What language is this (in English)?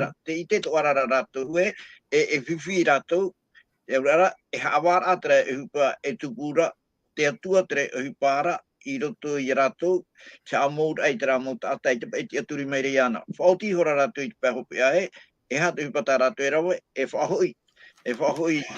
Tahitian